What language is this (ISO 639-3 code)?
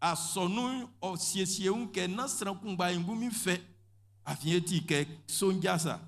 bci